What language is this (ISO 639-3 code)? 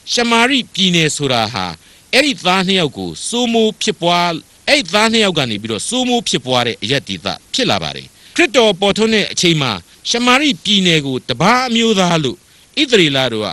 mya